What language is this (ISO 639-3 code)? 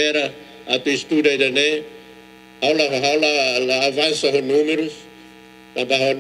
tet